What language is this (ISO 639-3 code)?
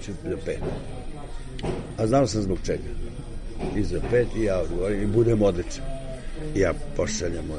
srp